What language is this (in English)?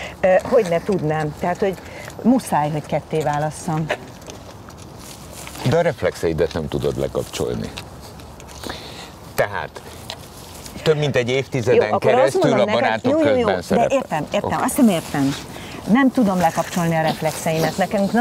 Hungarian